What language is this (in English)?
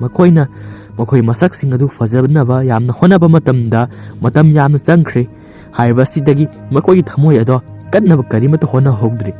Manipuri